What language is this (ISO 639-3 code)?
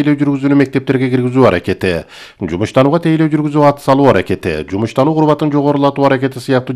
kir